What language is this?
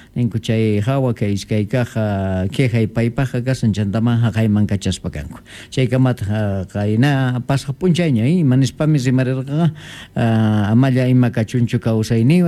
Quechua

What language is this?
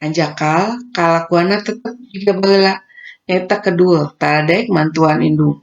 Sundanese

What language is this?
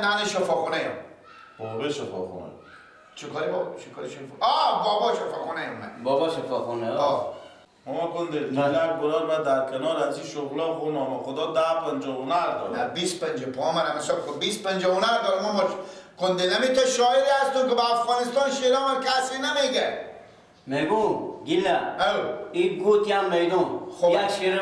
Persian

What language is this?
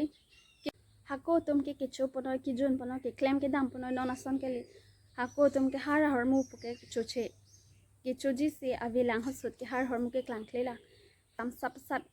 Karbi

